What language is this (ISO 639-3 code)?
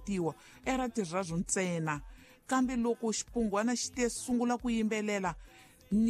tso